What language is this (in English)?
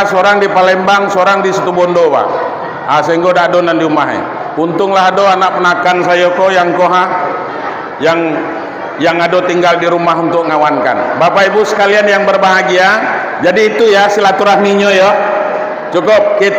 Minangkabau